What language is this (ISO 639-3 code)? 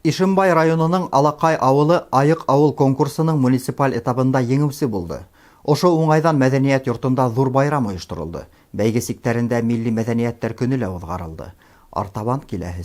bak